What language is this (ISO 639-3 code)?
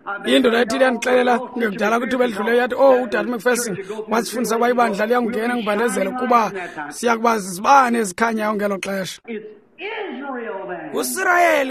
xho